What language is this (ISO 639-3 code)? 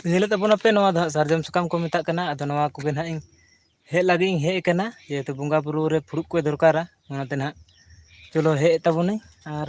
sat